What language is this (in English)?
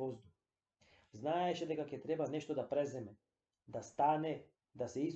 Macedonian